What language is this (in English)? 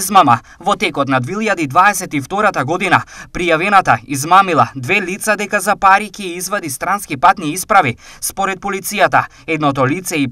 Macedonian